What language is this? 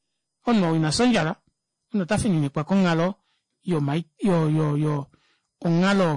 Kuanyama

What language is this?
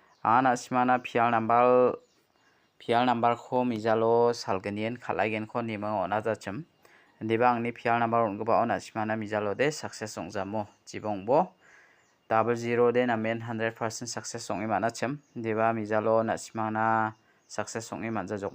Garo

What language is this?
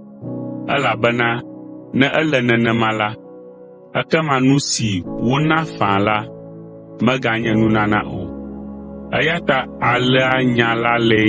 Ewe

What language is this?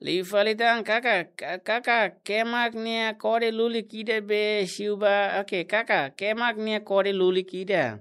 Tetum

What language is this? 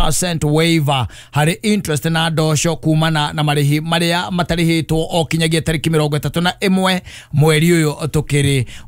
Kikuyu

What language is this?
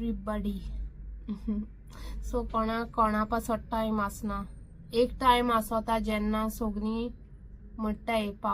Konkani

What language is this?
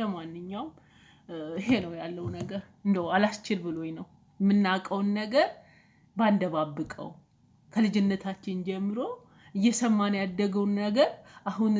Amharic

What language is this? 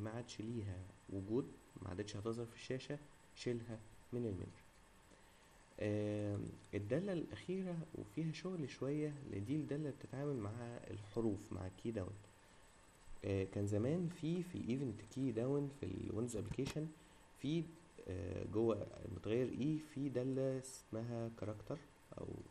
Egyptian Arabic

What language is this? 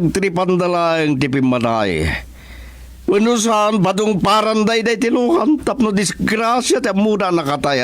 Iloko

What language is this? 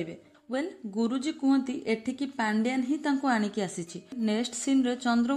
Odia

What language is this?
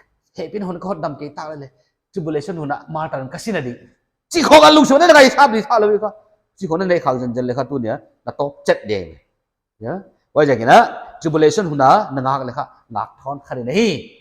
Paite Chin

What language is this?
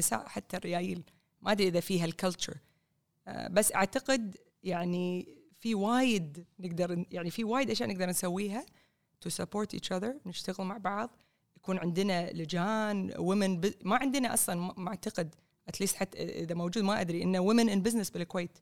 Gulf Arabic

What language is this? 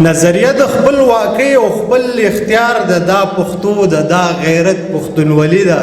Pashto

